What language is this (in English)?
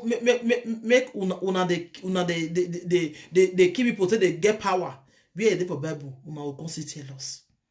Nigerian Pidgin